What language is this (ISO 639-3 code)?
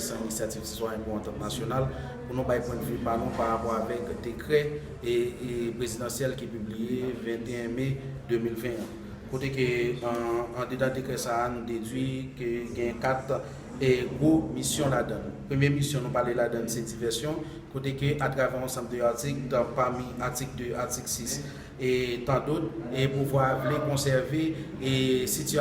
hat